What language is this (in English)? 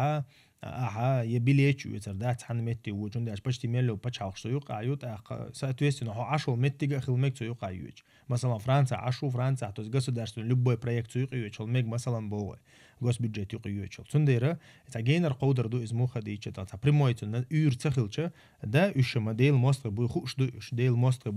Chechen